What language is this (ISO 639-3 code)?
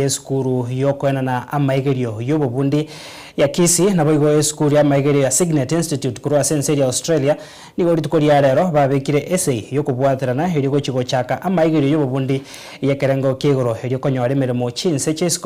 guz